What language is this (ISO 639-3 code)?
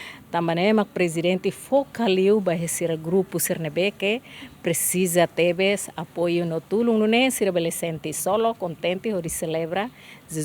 tet